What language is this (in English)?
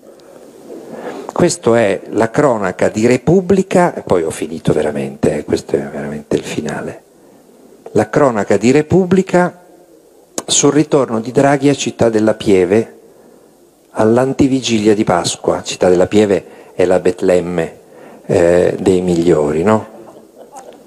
Italian